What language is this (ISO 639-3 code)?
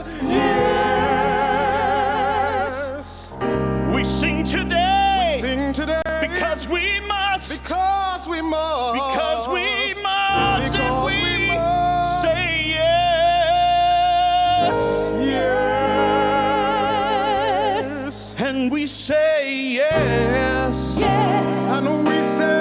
eng